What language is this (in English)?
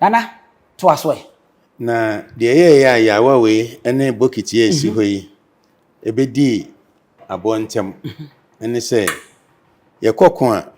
Akan